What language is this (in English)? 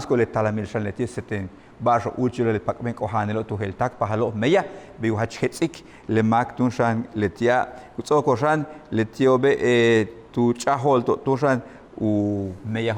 Yucateco